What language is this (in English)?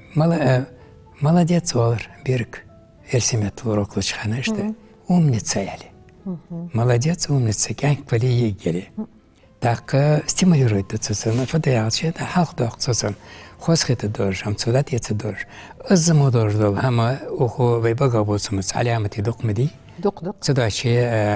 Ingush